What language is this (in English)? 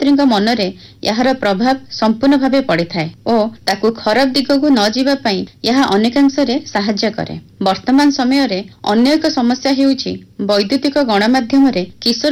Odia